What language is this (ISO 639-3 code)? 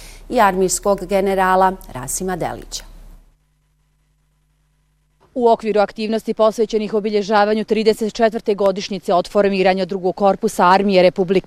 bos